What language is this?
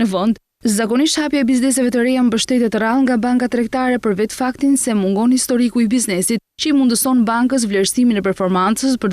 Albanian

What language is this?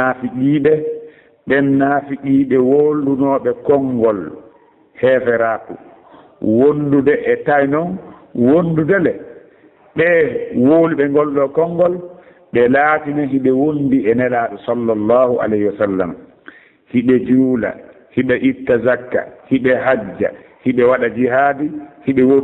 Pular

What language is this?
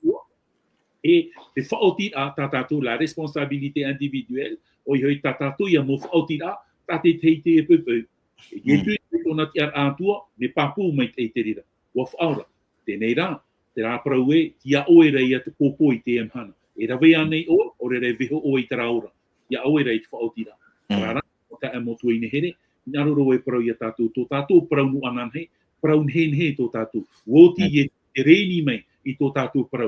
Tahitian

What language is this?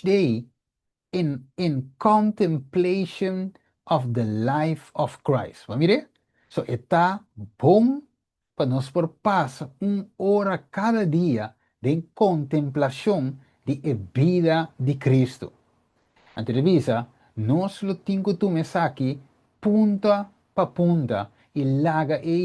Papiamento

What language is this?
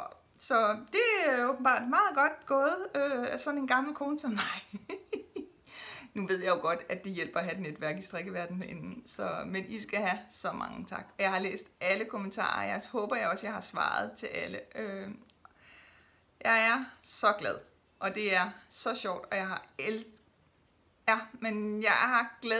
Danish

